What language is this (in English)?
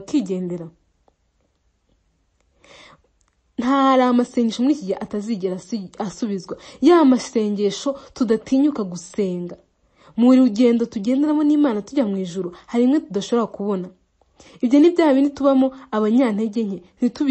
Kinyarwanda